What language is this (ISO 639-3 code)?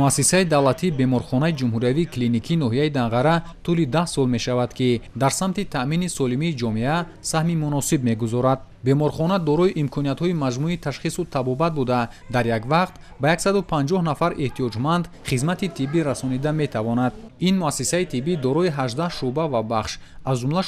tgk